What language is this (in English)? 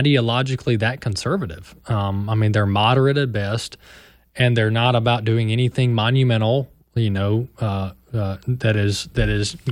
English